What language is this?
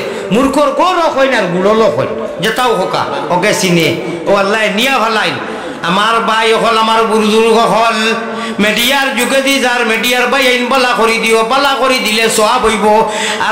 Sylheti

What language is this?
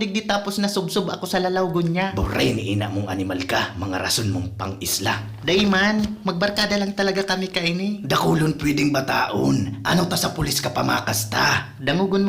Bikol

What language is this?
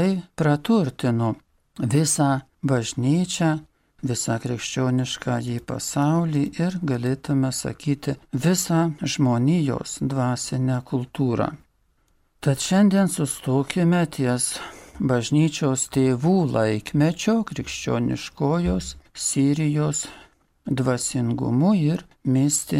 Lithuanian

